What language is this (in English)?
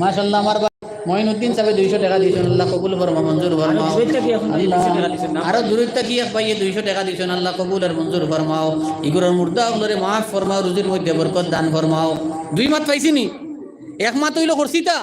Sylheti